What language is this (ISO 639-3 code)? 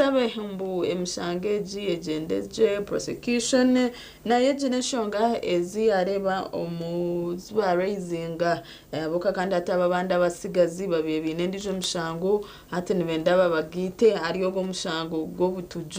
nyn